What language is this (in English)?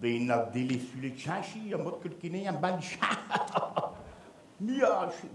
Picard